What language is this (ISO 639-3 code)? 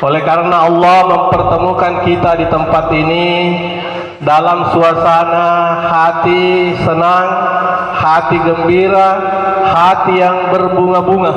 bug